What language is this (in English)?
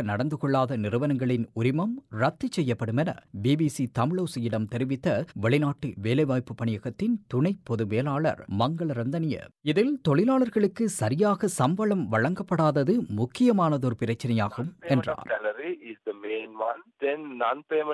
Tamil